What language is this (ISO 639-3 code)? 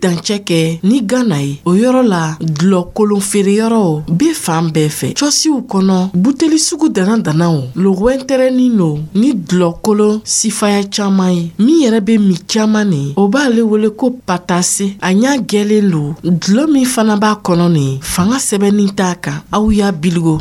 dyu